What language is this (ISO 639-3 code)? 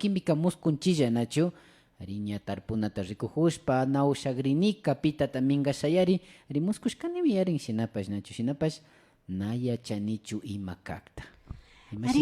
qvi